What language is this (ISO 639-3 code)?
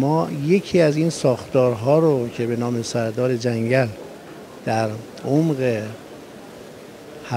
fas